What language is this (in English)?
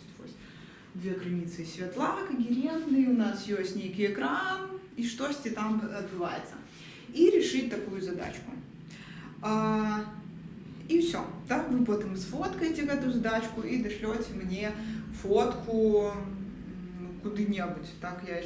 Belarusian